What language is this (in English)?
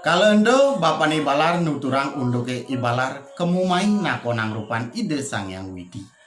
Balinese